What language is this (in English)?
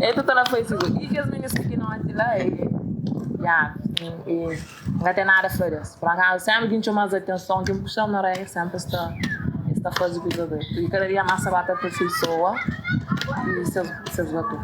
Kabuverdianu